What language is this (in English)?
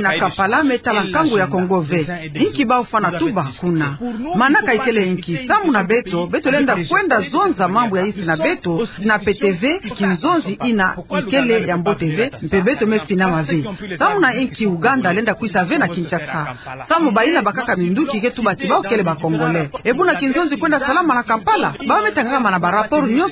Kituba (Democratic Republic of Congo)